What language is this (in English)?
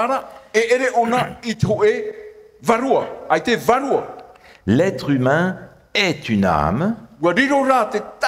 Tahitian